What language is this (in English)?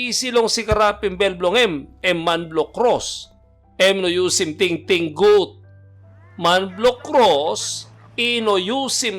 Tok Pisin